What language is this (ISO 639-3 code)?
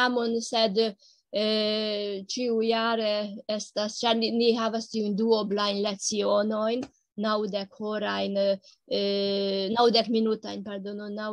epo